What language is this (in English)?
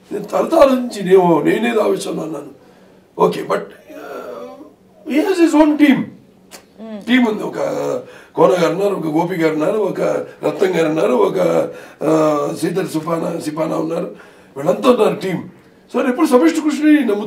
Telugu